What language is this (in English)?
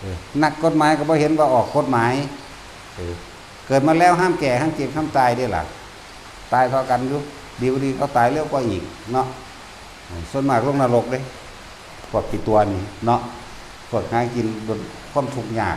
Northeastern Thai